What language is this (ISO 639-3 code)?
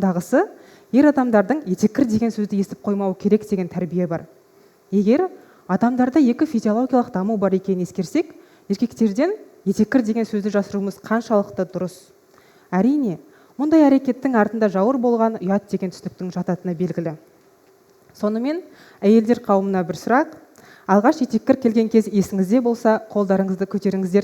kaz